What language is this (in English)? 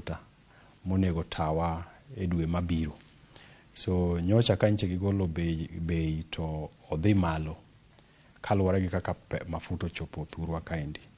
Luo (Kenya and Tanzania)